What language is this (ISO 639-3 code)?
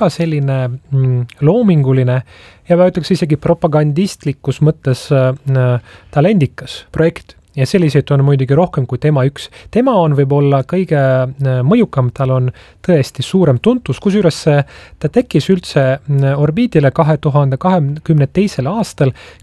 est